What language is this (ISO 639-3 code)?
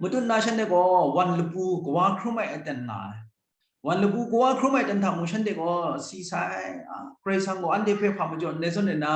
kac